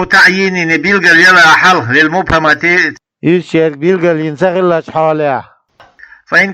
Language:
Chechen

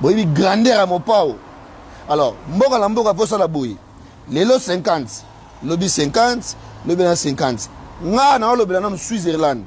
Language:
Lingala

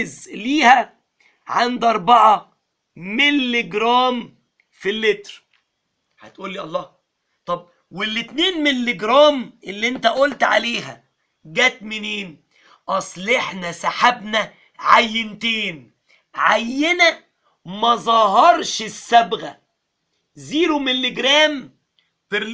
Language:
Egyptian Arabic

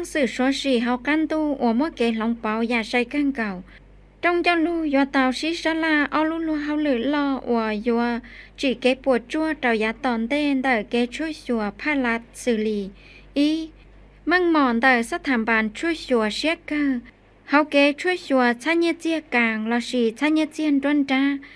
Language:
Hmong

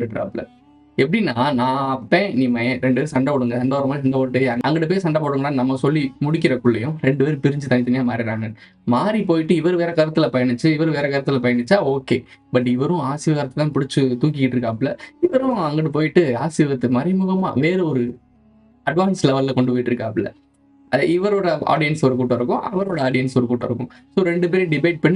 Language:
Tamil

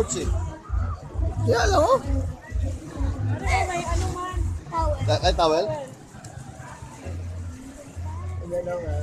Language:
Filipino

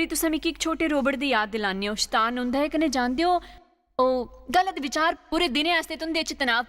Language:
Dogri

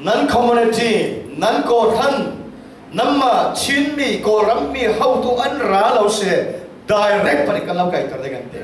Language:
Falam Chin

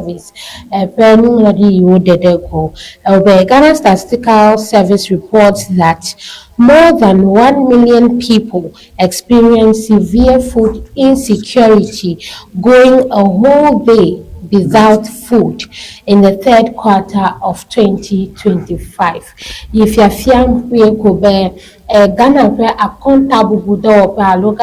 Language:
Ewe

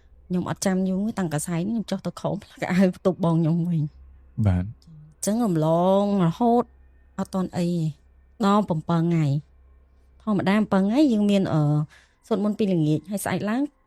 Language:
Khmer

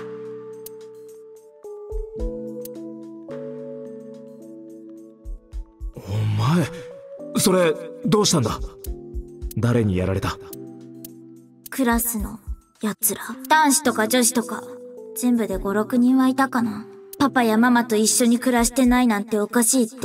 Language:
Japanese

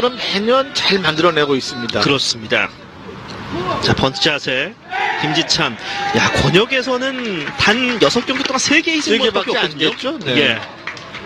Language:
Korean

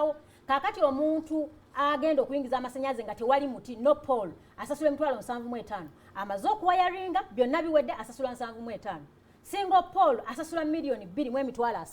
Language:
Ganda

